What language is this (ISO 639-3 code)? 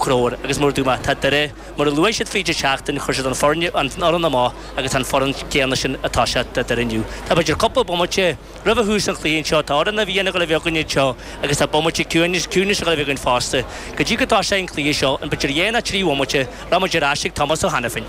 gle